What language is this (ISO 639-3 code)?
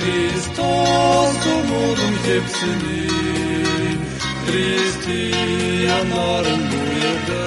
gag